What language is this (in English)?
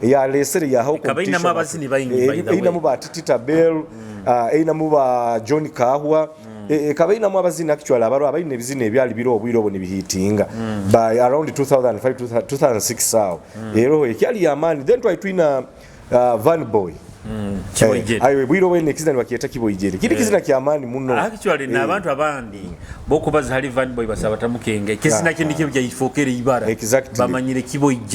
Nyoro